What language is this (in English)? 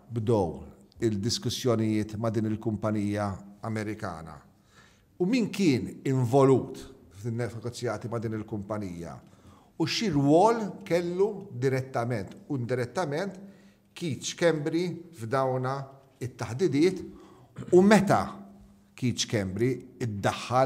Maltese